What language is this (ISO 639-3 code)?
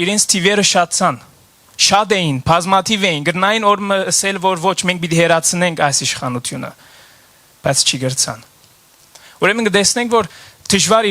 hyw